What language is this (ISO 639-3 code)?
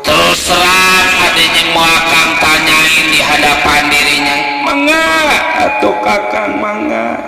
bew